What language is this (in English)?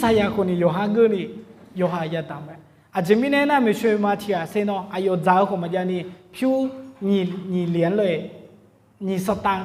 Akha